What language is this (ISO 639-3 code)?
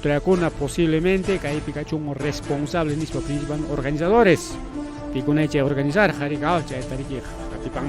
quy